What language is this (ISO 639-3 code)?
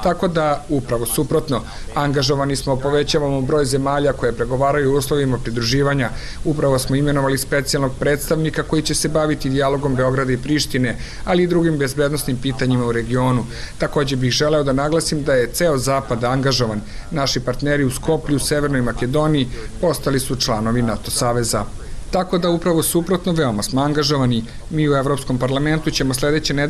srp